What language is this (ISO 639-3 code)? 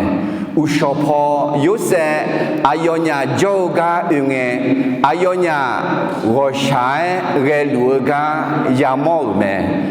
ahk